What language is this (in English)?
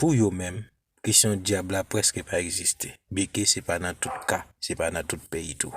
Haitian Creole